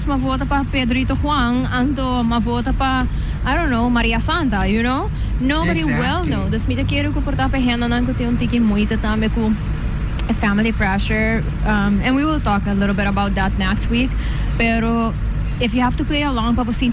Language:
Papiamento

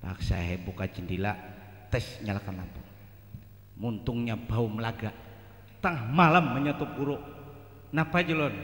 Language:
Banjar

